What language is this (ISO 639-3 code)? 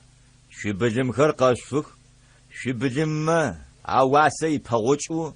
ady